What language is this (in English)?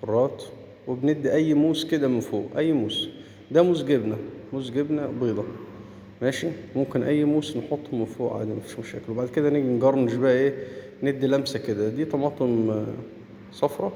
Egyptian Arabic